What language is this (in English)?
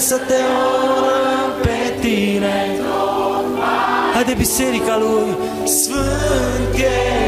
Romanian